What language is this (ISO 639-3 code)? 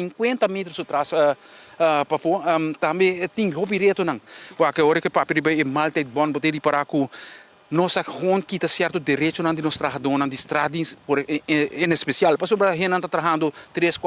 pap